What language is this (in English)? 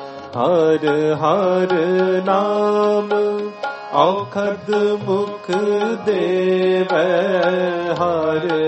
Punjabi